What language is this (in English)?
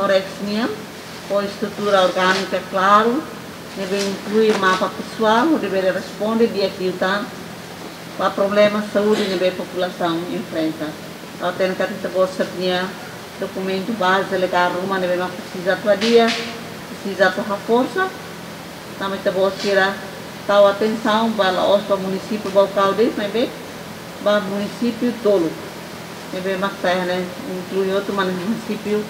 Tetum